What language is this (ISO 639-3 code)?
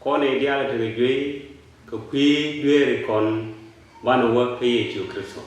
nus